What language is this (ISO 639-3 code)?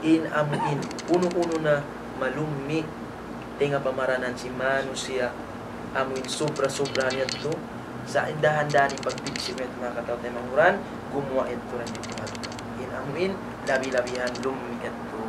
tsg